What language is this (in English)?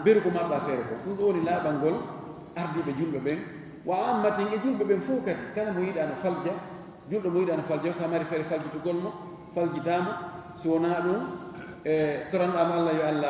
Fula